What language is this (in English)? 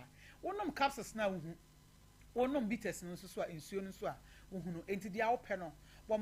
Akan